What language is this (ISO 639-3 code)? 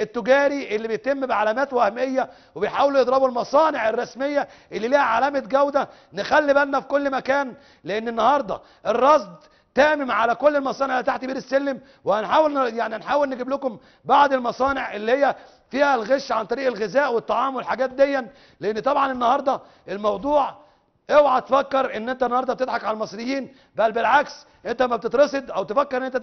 arz